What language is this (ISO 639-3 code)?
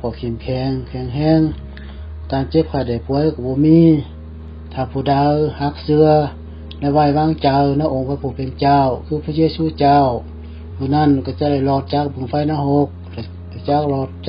lao